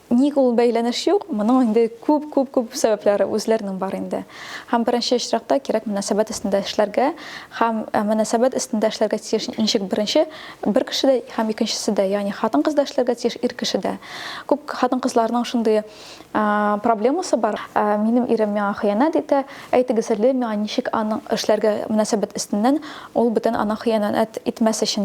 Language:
Tatar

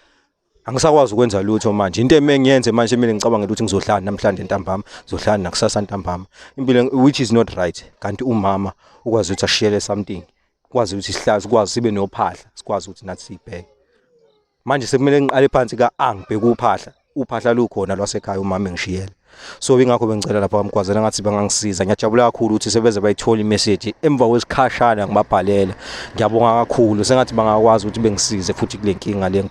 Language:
Zulu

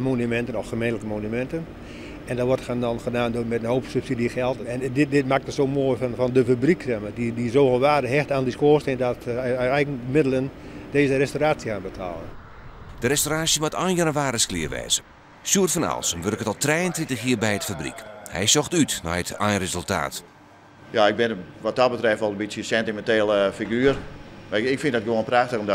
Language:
Western Frisian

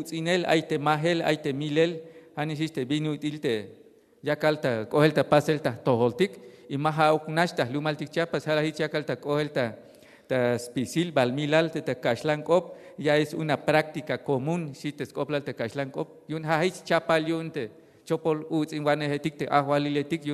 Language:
Tzeltal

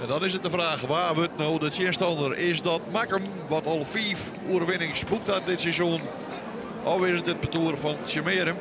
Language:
Western Frisian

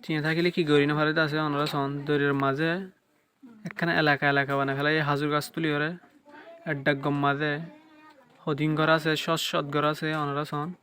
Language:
Rohingya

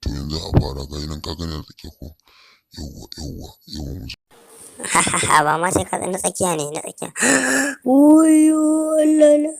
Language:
Hausa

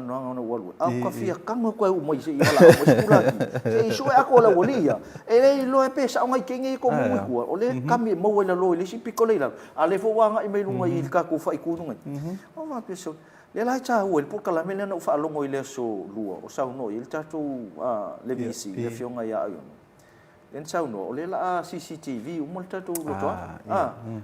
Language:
Samoan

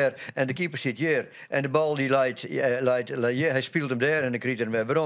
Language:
Western Frisian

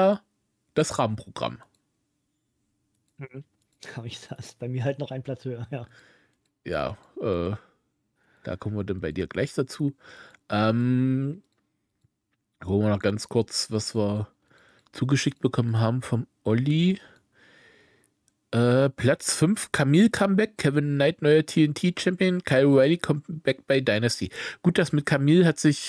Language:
German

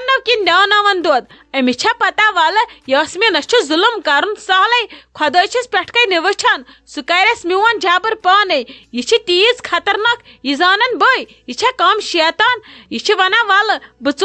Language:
Kashmiri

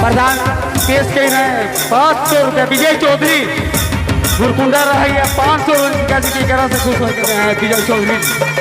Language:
Sadri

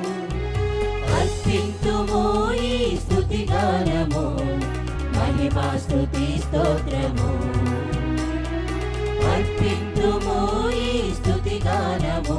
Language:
Telugu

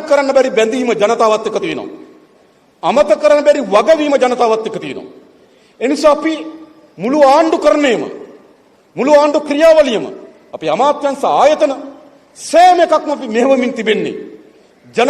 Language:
Sinhala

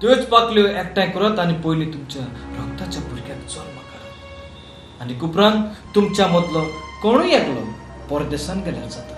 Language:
Konkani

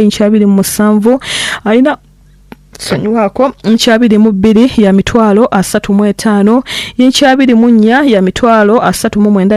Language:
Ganda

